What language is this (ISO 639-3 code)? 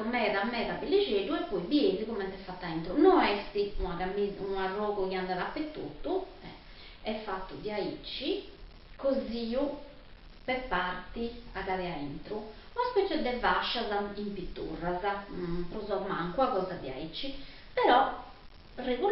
srd